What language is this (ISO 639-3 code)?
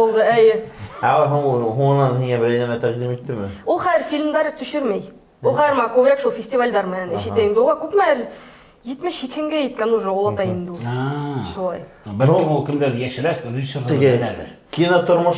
bak